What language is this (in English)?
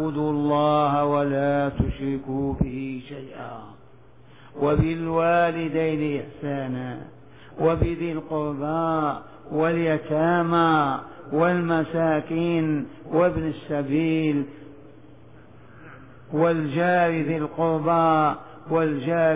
Arabic